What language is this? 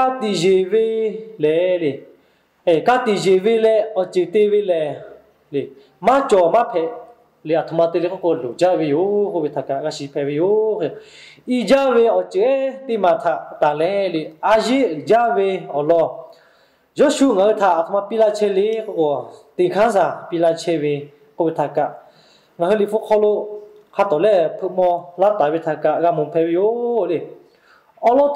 Lahu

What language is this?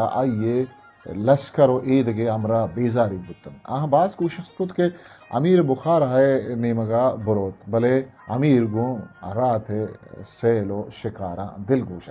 Eastern Balochi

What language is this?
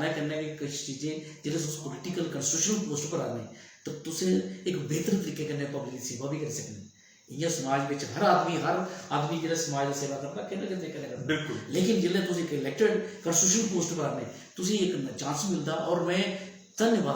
Dogri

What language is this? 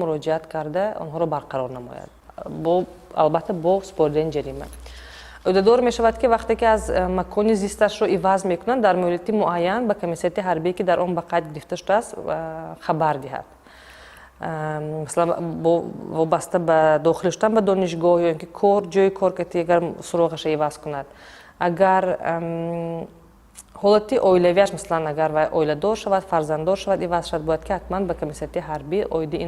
Tajik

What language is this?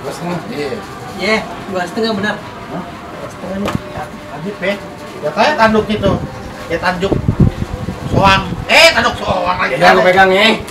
Betawi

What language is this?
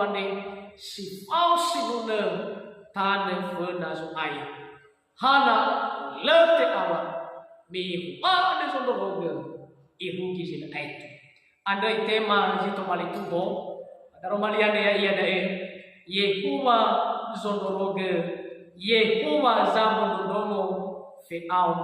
Nias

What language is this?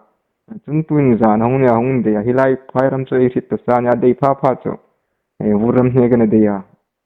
Hmar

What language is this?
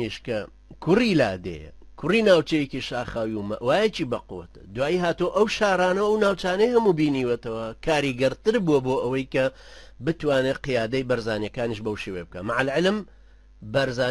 Central Kurdish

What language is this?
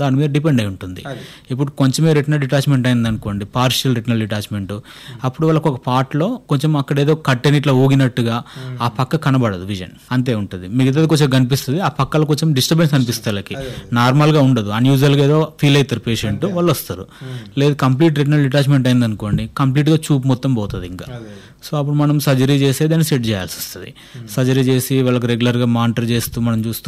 Telugu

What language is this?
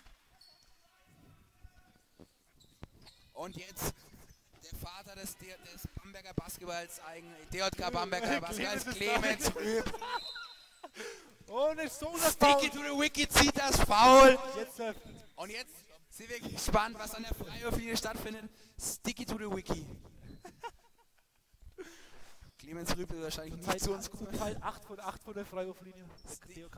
German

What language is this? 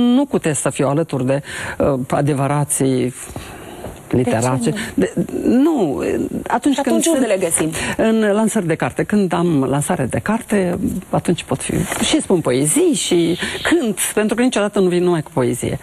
Romanian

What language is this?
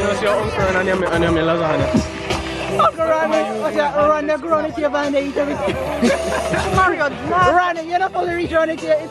Jamaican Creole English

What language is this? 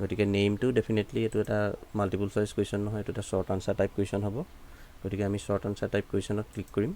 Assamese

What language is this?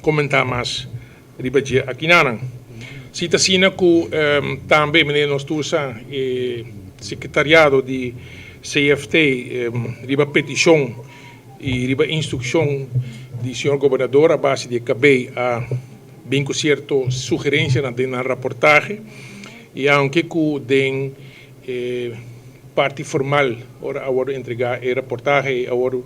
Papiamento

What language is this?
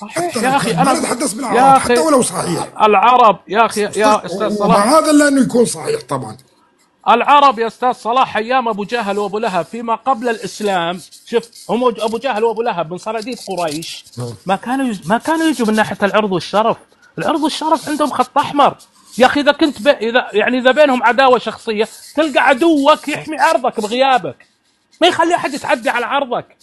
North Levantine Arabic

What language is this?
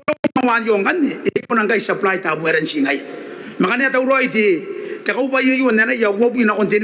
Gilbertese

